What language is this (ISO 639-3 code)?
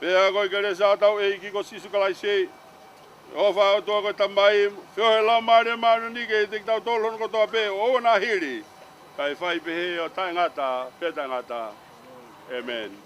ton